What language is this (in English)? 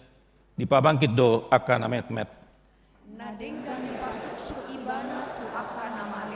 Batak Toba